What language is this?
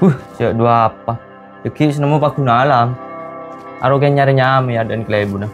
Madurese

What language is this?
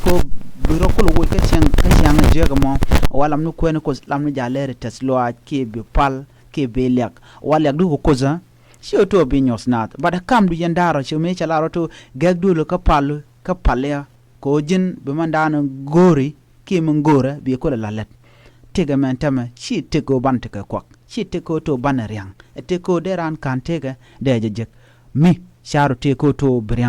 Nuer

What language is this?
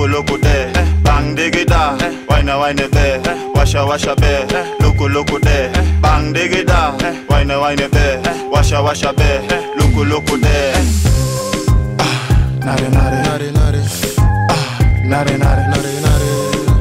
Swahili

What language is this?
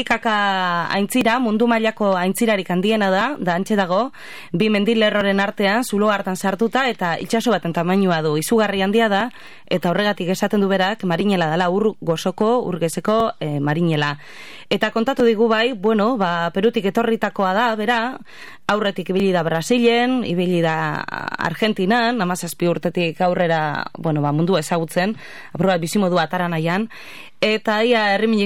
Basque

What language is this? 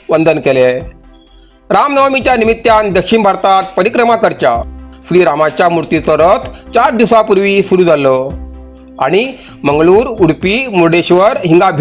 Konkani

